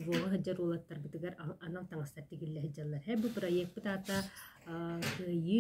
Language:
Yakut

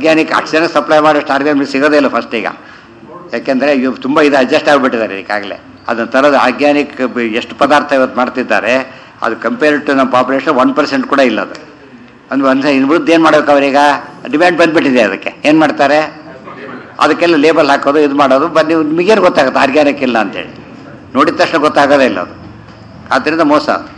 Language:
Kannada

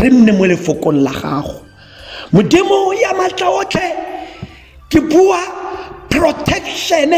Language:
Tswana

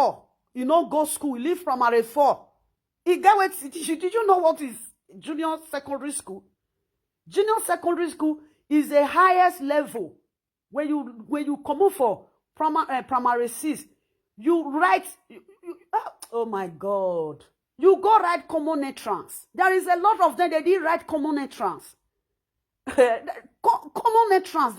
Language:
Nigerian Pidgin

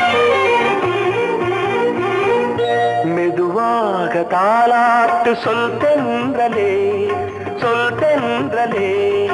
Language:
Tamil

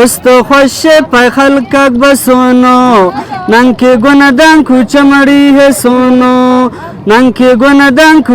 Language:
Brahui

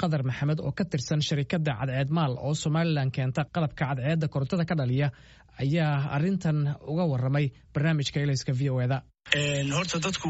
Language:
Somali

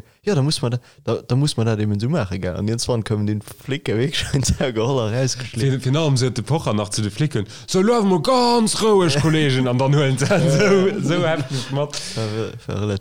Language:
Luxembourgish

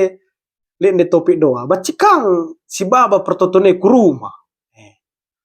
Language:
Batak Karo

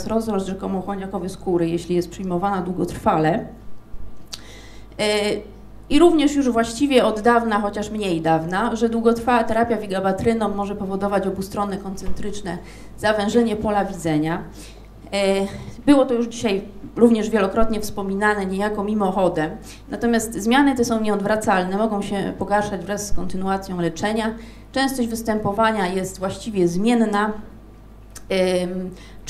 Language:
Polish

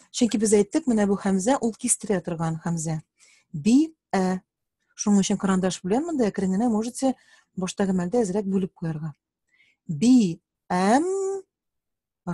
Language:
Tatar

